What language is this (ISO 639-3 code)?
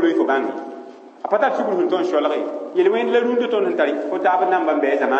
mos